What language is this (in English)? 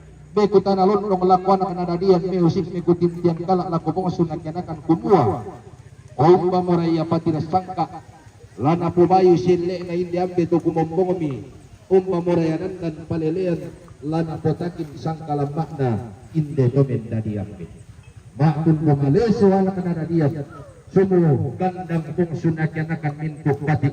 Toraja-Sa'dan